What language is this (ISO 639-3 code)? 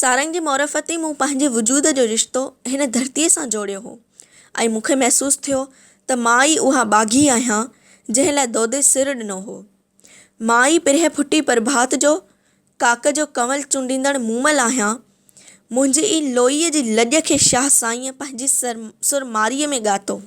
snd